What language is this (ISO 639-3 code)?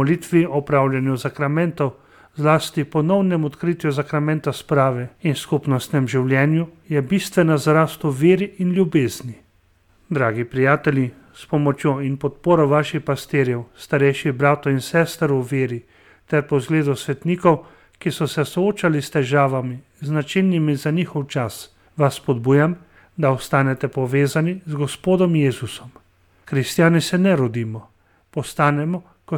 slv